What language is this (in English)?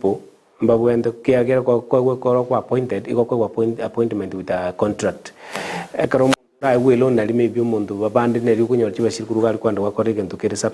Gusii